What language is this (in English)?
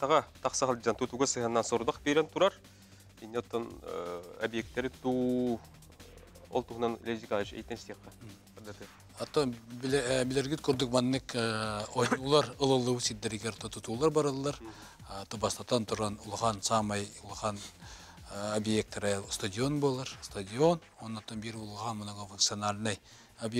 Yakut